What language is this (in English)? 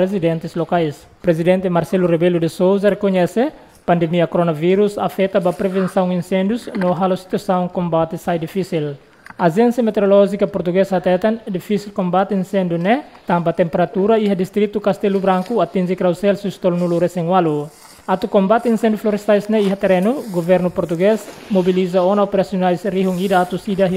Tetum